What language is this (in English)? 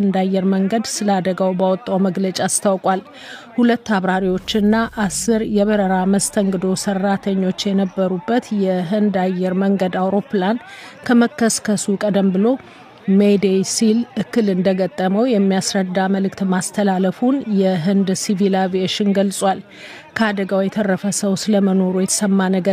Amharic